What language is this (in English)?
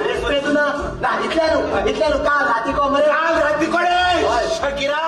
Konkani